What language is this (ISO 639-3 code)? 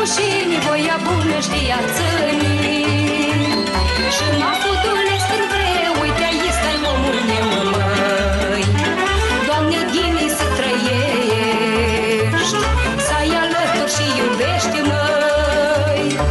ron